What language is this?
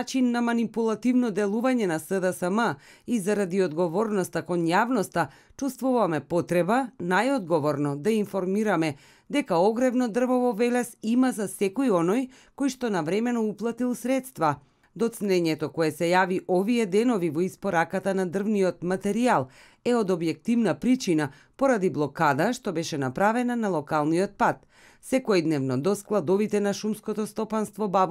Macedonian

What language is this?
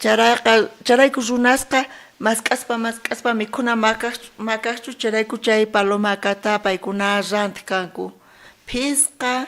South Bolivian Quechua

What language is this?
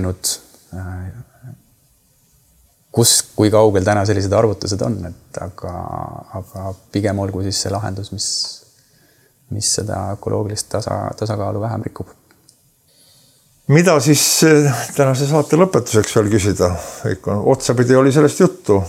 Estonian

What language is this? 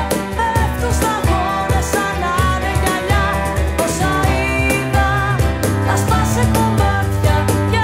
Greek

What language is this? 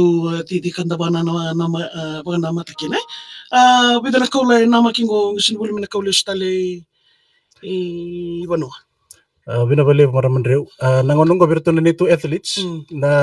Fijian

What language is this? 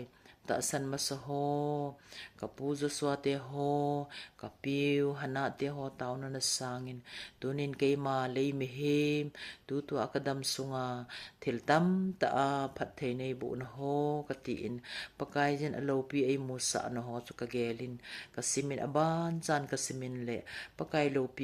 Thado Chin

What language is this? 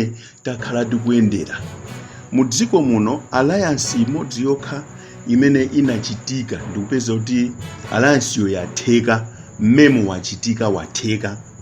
Nyanja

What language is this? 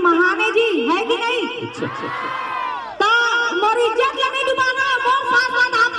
Chhattisgarhi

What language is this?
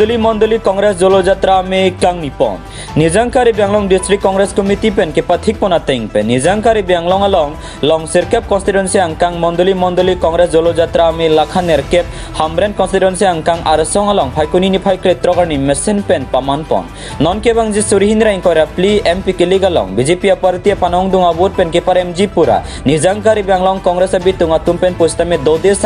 Karbi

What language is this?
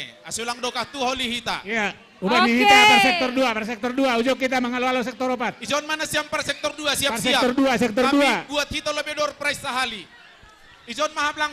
Batak Simalungun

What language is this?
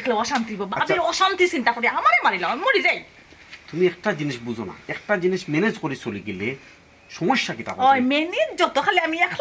Sylheti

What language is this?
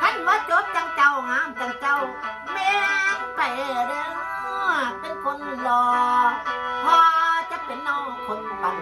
Northeastern Thai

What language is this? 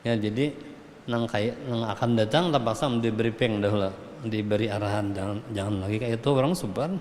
Banjar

